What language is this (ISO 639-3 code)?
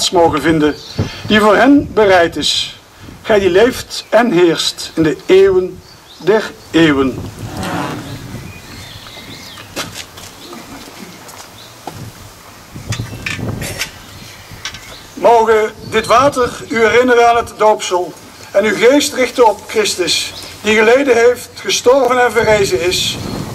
nld